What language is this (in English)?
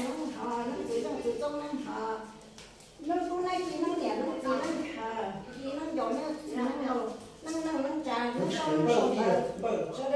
Hmong